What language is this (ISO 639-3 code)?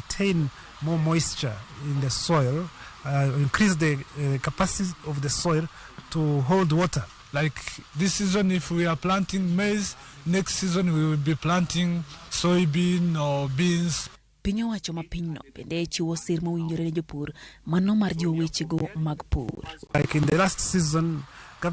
luo